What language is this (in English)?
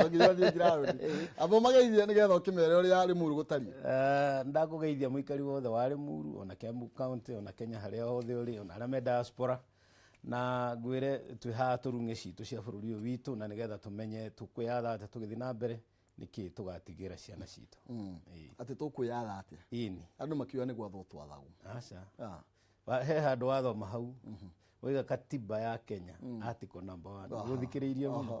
Kikuyu